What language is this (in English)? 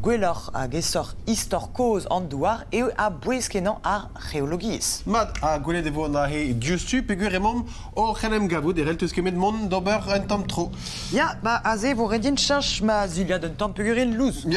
Breton